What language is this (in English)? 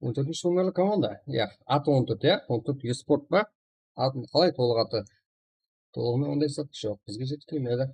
Kara-Kalpak